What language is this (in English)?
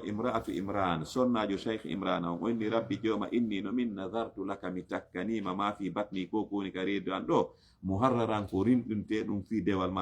Fula